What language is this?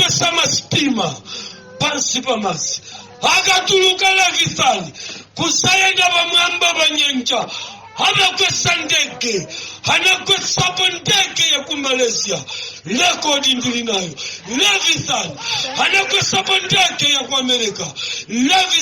Nyanja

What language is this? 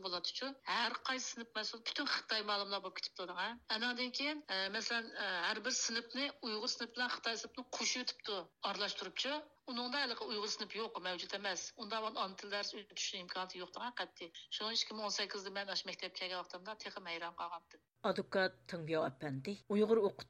Uyghur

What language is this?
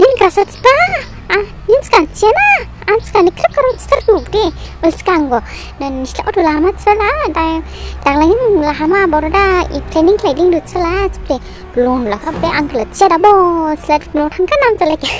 Dimasa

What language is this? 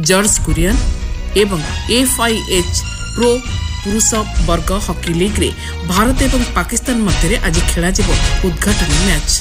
Odia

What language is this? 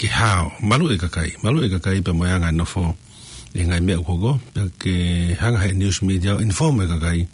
Tongan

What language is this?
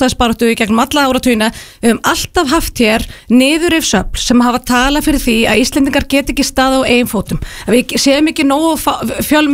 Icelandic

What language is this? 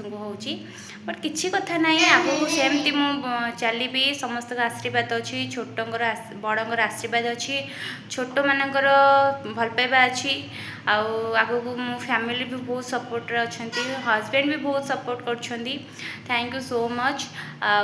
Odia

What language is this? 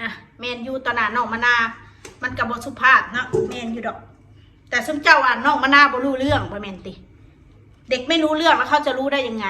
Northeastern Thai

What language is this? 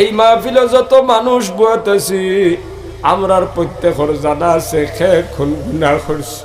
Sylheti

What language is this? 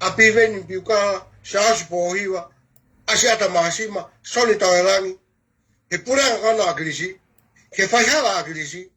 Tongan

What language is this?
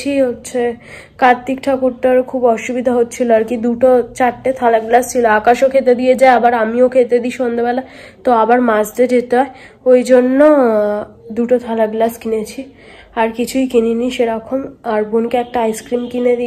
Bangla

